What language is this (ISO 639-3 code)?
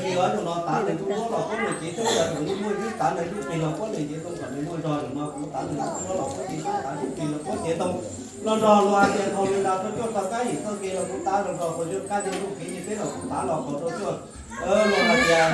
hmn